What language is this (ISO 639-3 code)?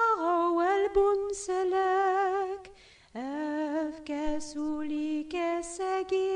kab